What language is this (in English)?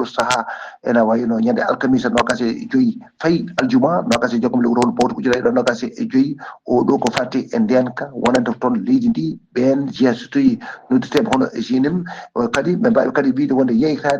Fula